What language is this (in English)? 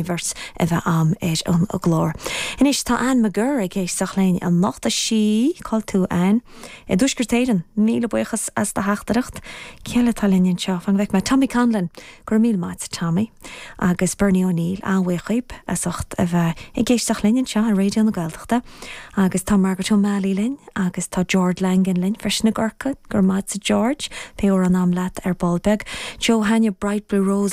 Irish